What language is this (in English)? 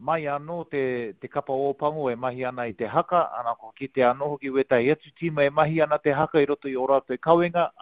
Māori